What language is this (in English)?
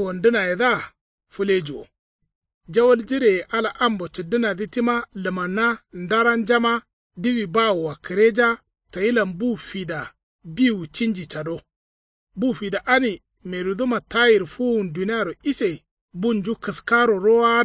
Kanuri